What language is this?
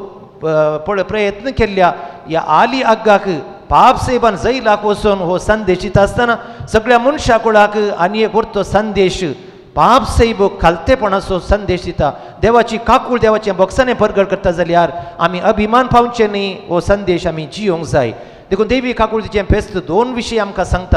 Konkani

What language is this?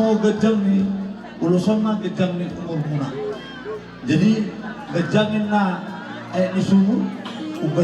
Batak Toba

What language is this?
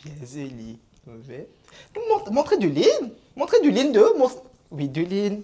Morisyen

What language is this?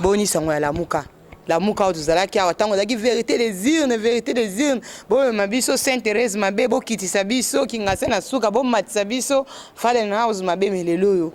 Lingala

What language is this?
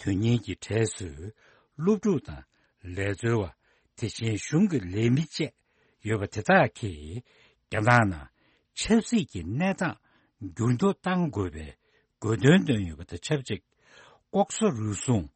Tibetan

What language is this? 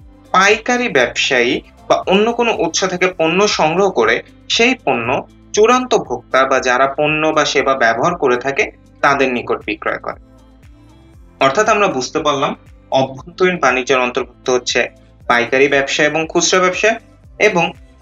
Bangla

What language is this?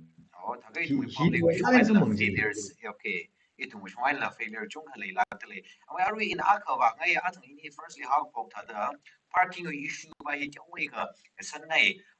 Tangkhul Naga (India)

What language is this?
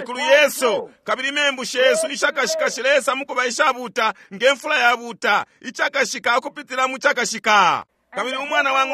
Bemba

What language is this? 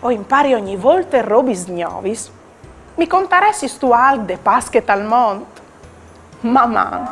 Friulian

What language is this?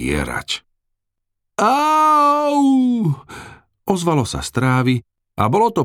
Slovak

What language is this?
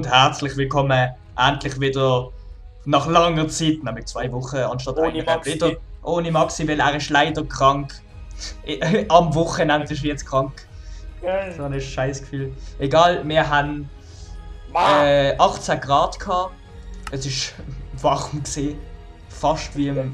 Swiss German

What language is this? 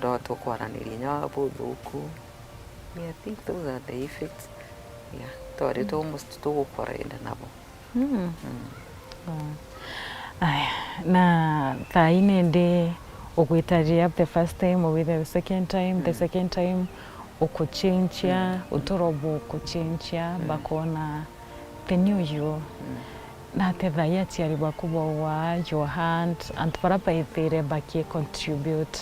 Meru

